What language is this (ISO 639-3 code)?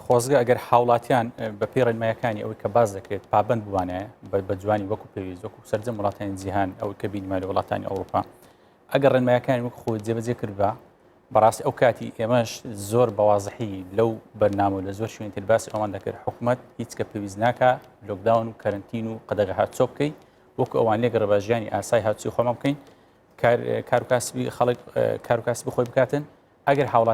ckb